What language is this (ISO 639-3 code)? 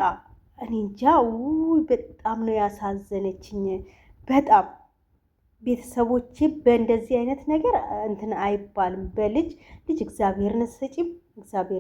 amh